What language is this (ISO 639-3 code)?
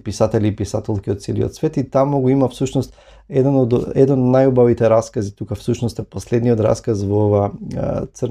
mkd